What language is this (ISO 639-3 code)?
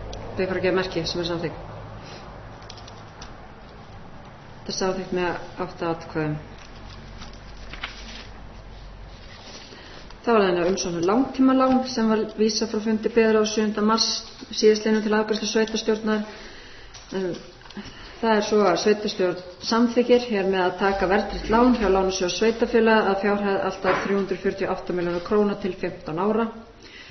isl